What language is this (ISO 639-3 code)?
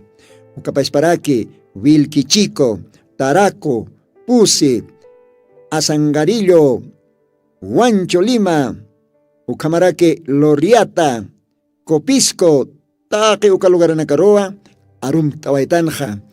aym